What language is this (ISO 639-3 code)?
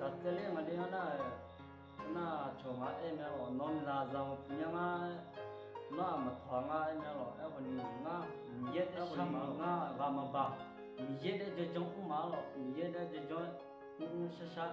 ahk